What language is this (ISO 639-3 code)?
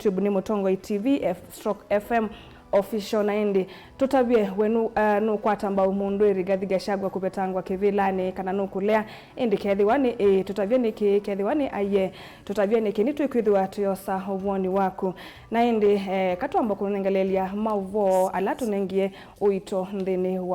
kam